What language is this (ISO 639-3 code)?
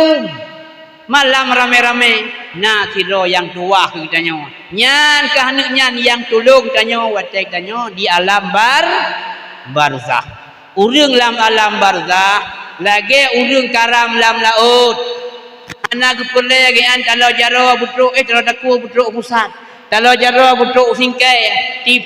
ace